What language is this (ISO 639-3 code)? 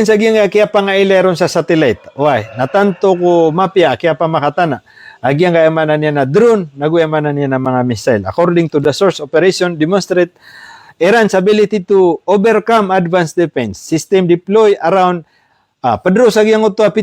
mrw